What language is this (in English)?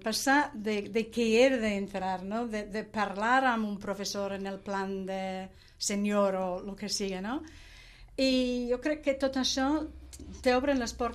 Catalan